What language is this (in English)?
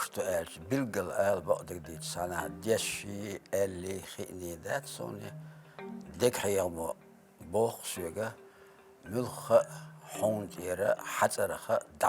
Chechen